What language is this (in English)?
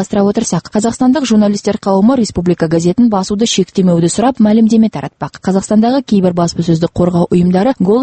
Kazakh